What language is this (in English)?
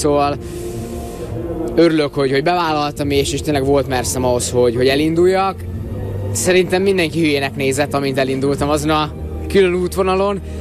Hungarian